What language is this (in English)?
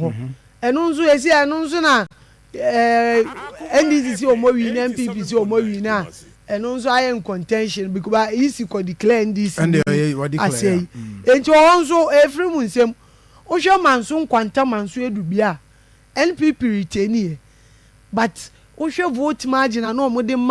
Akan